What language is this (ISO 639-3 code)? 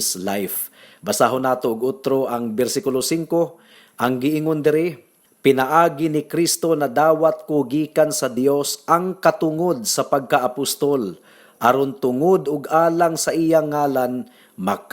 ceb